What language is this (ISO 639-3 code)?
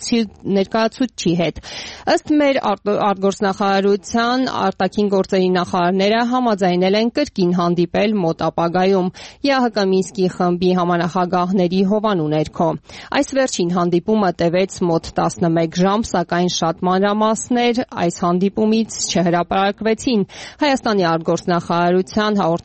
hye